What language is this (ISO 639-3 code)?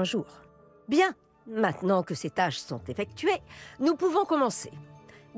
fra